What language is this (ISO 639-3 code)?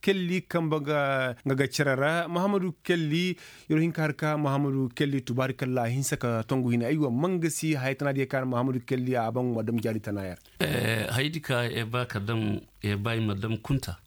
ses